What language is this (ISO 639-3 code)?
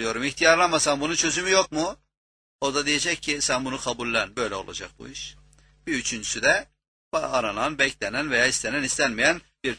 tur